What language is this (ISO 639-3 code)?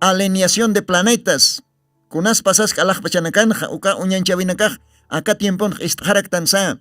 aym